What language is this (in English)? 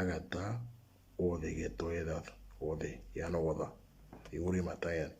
Moro